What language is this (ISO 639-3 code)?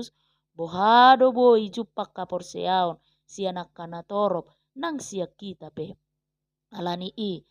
bbc